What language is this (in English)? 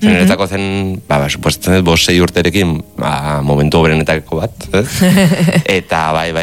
Basque